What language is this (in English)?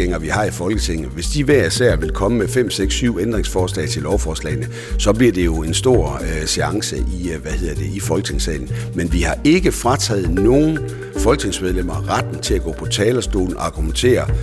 Danish